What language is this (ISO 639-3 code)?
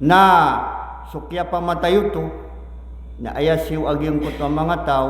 mrw